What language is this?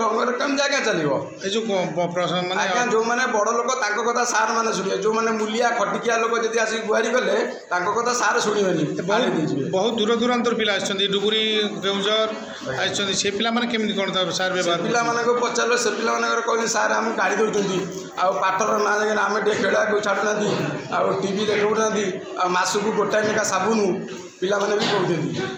Odia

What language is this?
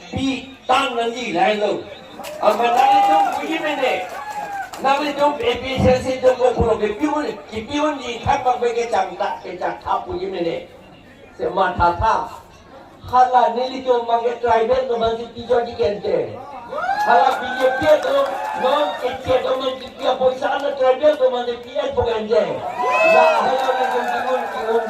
Karbi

